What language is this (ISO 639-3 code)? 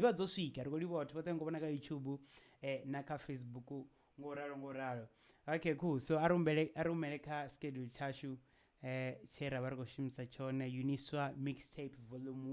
ven